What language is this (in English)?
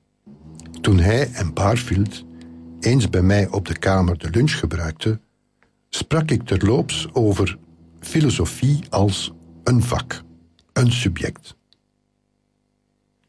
Dutch